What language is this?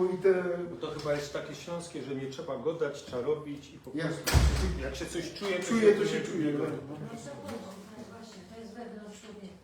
Silesian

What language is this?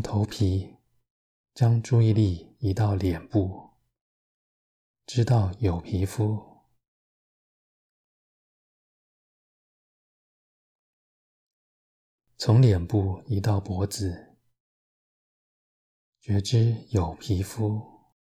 Chinese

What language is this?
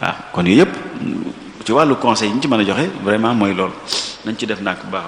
Wolof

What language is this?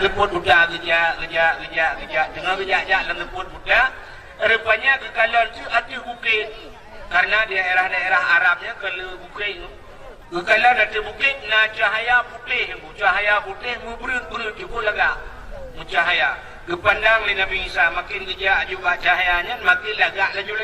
Achinese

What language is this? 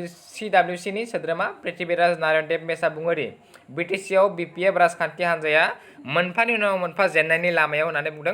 Bodo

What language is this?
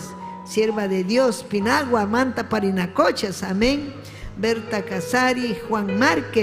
Ayacucho Quechua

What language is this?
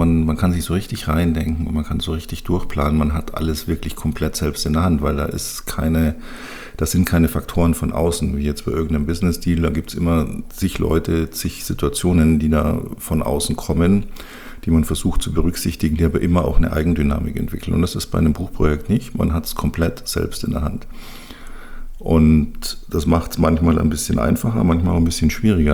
German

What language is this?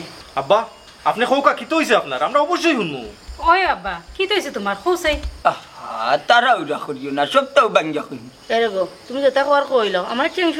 Sylheti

